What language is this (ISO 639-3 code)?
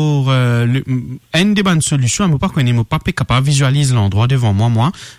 mfe